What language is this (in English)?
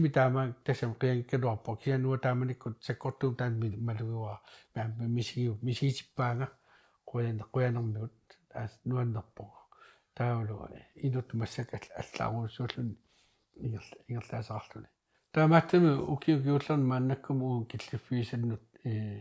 Kalaallisut